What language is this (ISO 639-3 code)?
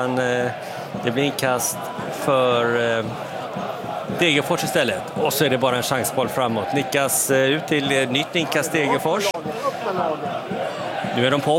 swe